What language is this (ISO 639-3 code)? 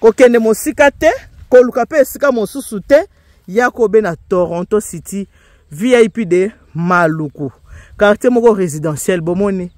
lin